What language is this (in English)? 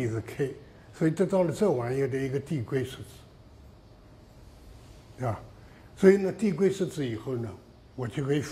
Chinese